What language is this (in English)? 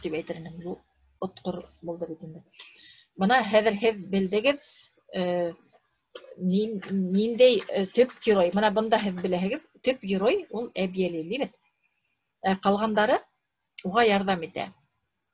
Bashkir